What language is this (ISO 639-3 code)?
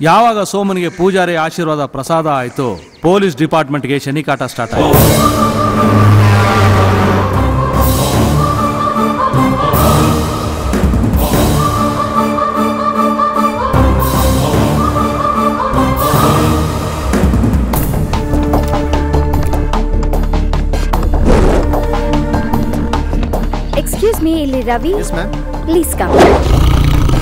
kan